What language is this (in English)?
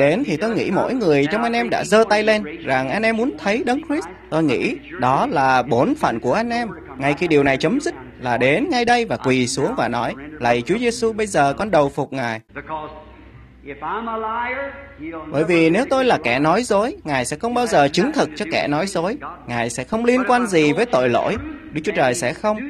Vietnamese